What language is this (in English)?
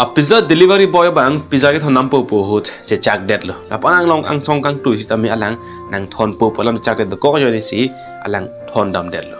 Karbi